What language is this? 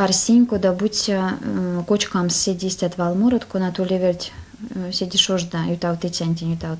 Erzya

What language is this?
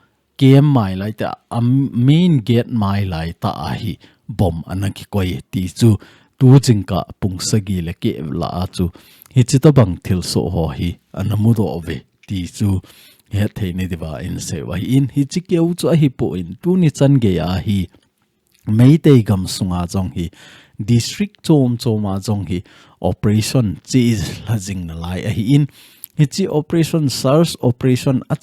Thado Chin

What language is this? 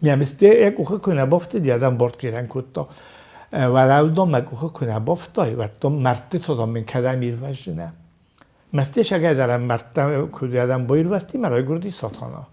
Ossetic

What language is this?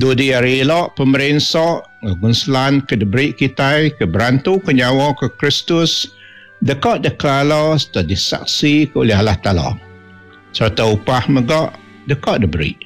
Iban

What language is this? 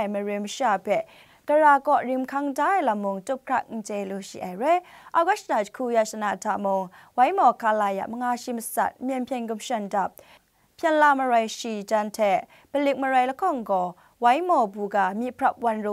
Kachin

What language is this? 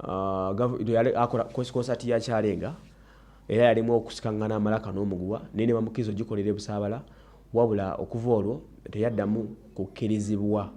Ganda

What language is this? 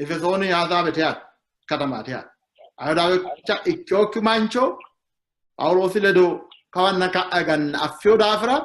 Sidamo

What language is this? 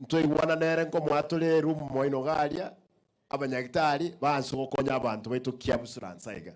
Gusii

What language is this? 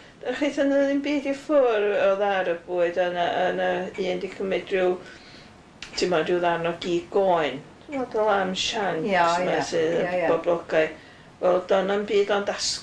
Welsh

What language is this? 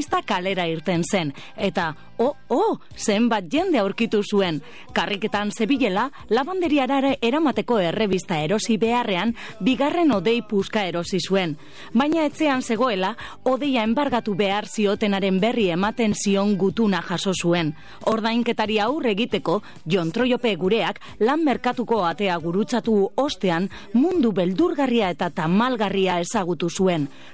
Basque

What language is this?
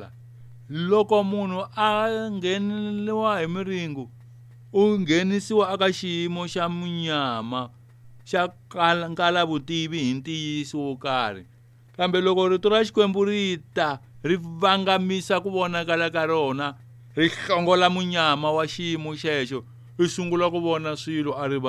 Tsonga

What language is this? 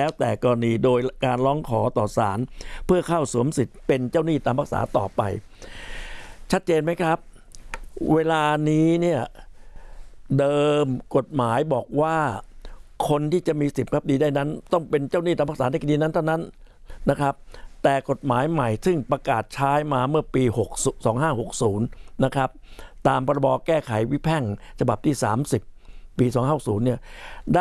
Thai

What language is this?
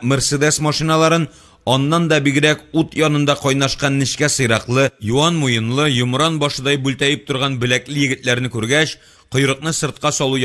Tatar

